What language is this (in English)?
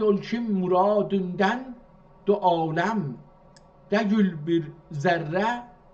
South Azerbaijani